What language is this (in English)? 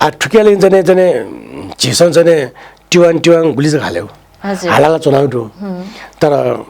Newari